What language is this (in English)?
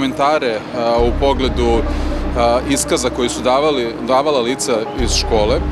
Serbian